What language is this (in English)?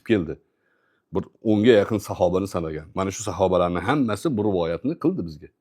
Uzbek